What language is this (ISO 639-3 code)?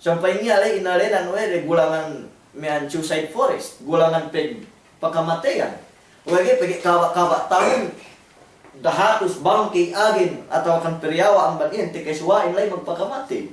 yka